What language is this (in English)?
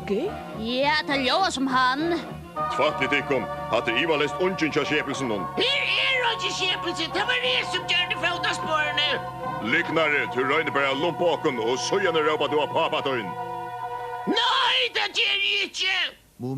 Faroese